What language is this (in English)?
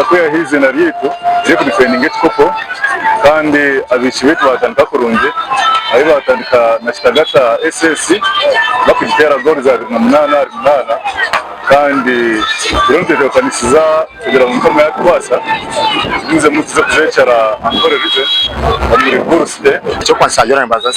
Nyankole